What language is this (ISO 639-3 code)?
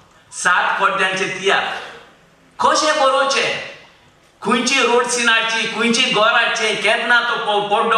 kok